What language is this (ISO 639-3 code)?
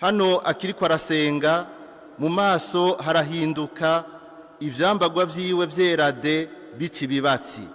run